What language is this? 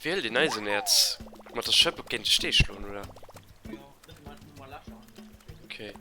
Luxembourgish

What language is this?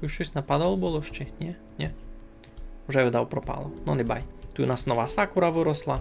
Rusyn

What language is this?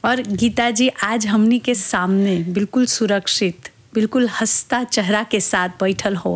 Bhojpuri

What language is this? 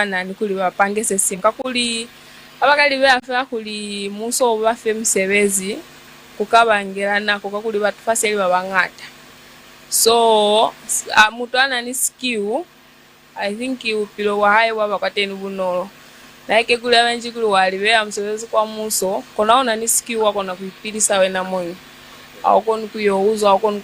Lozi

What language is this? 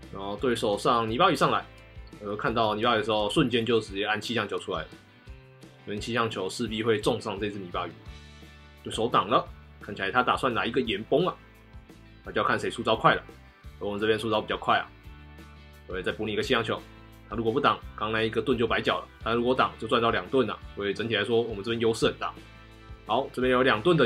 Chinese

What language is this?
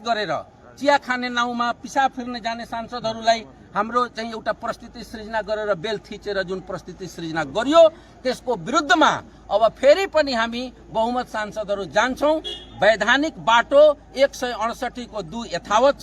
Nepali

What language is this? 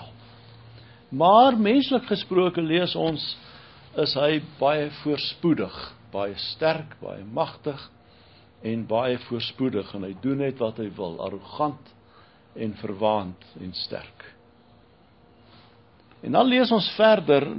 Afrikaans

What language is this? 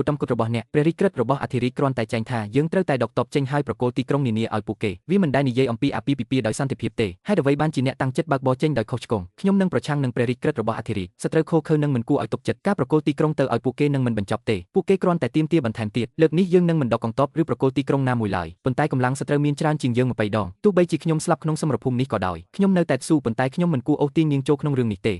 Khmer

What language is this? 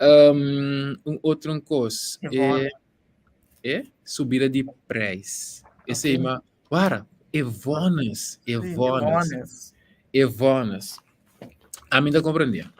Papiamento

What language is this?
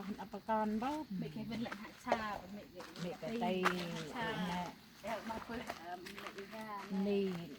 Central Mnong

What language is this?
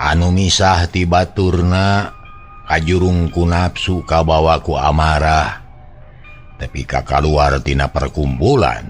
Sundanese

